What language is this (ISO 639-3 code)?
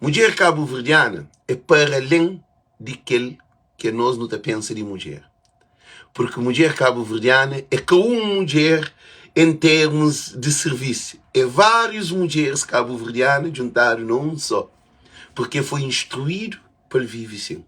kea